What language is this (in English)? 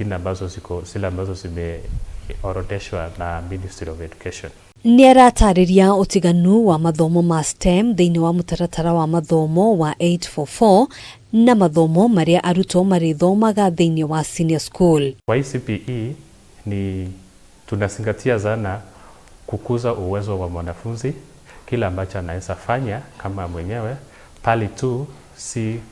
Kikuyu